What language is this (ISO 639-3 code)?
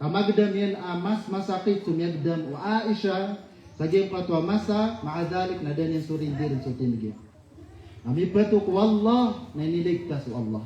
mrw